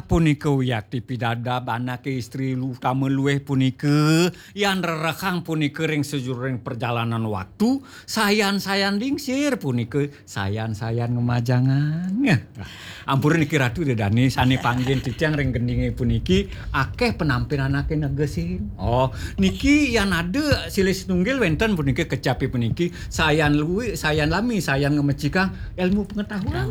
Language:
Balinese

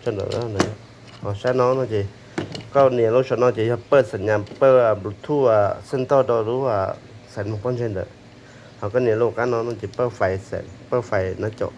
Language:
Hmong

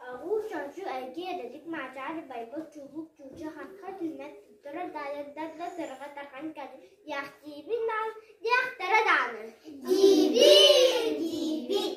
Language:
Yakut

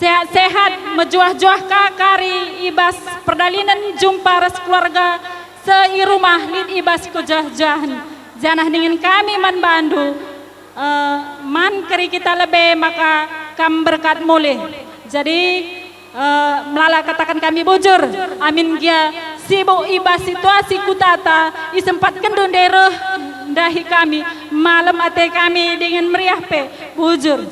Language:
Batak Karo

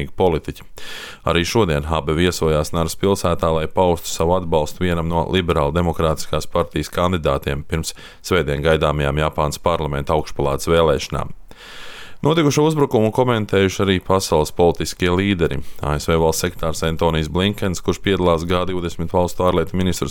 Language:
Latvian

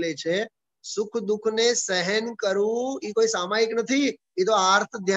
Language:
Gujarati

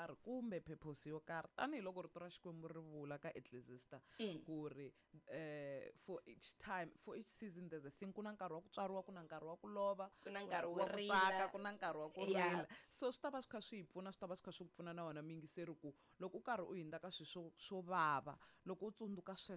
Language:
Tsonga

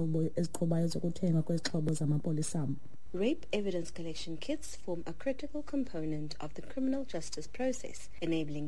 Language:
Xhosa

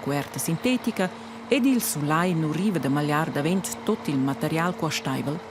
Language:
Romansh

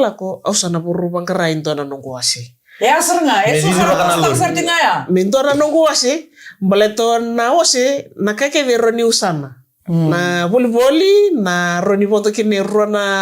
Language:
Fijian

